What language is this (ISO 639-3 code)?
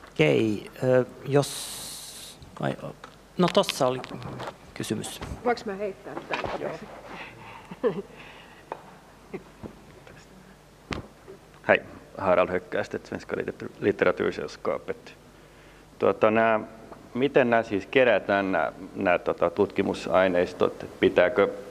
fin